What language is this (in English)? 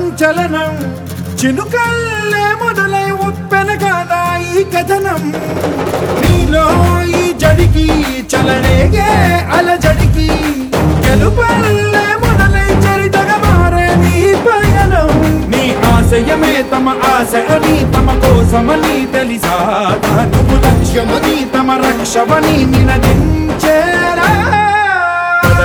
Telugu